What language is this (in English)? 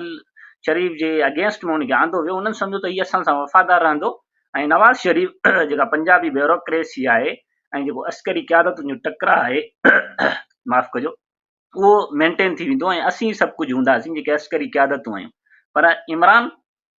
Sindhi